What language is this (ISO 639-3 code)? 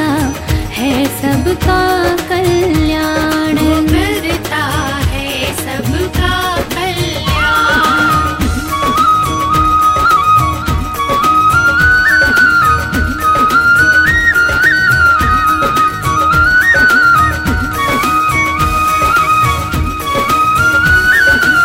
hin